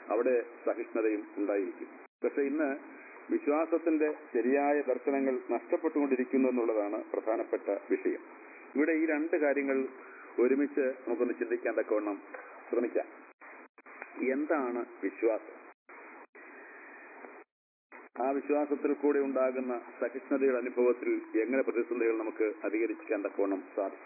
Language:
Malayalam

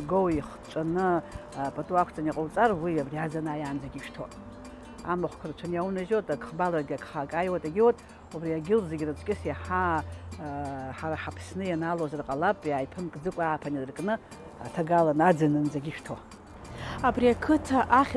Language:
Abkhazian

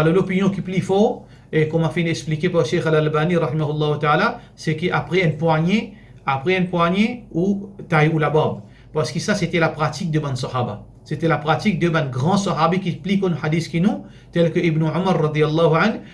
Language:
Morisyen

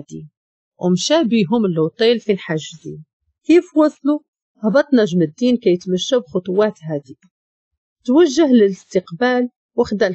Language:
Moroccan Arabic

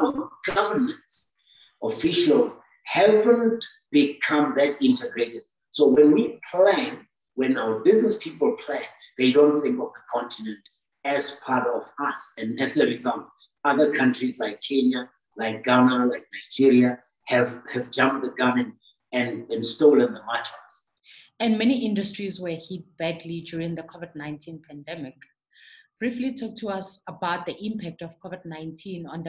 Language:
English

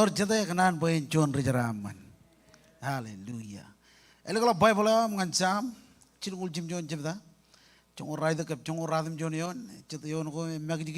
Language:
Marshallese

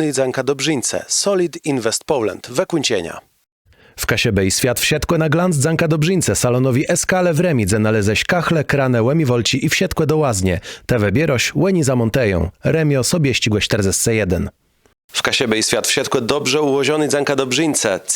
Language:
Kashubian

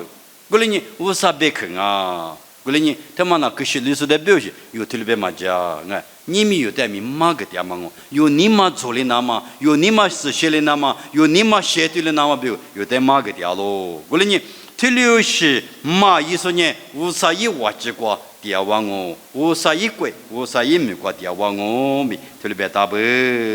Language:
Lisu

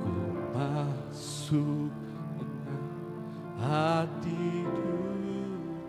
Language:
Iban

